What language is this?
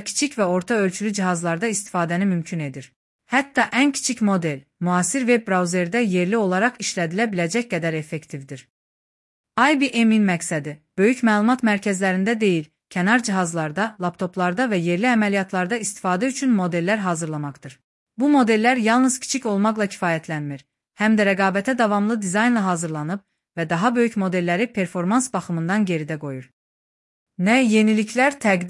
Azerbaijani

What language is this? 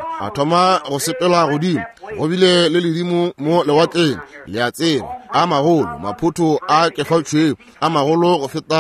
Northern Sotho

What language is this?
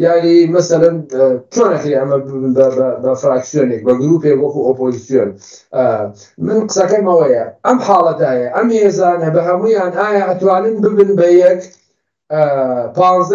Central Kurdish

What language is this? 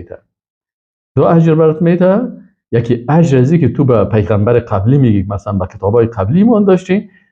Persian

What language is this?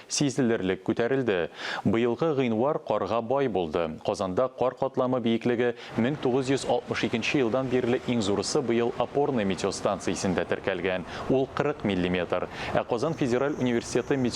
Tatar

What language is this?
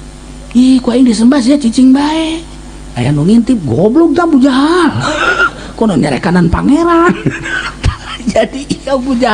Sundanese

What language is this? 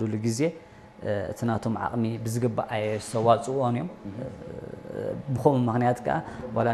Tigrinya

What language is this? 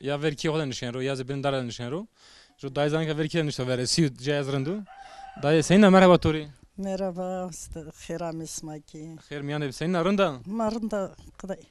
Zaza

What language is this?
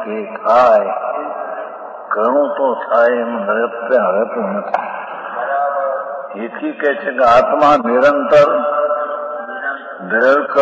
Gujarati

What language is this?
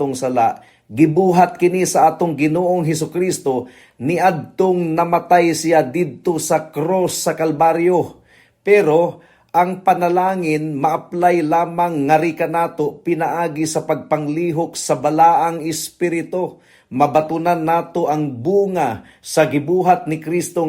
Cebuano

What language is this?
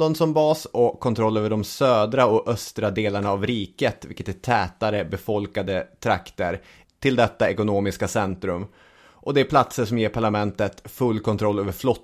Swedish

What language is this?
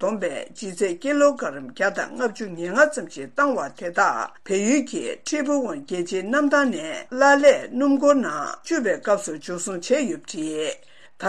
Tibetan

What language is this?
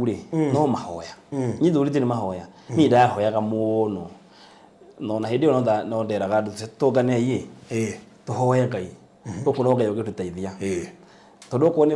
Kikuyu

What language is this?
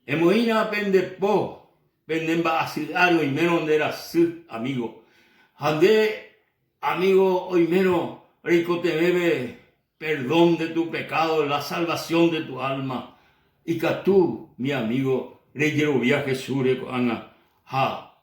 Guarani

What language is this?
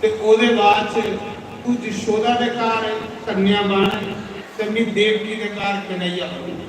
Dogri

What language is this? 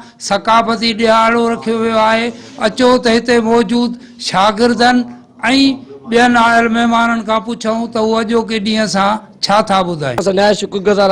Sindhi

